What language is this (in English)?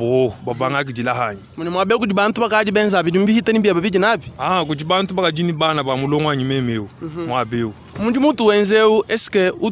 Luba-Lulua